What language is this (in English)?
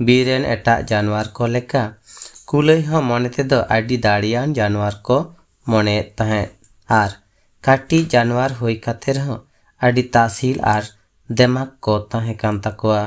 Santali